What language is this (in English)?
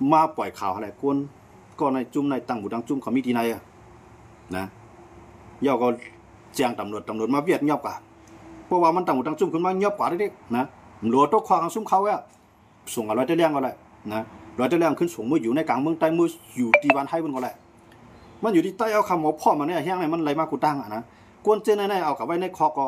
Shan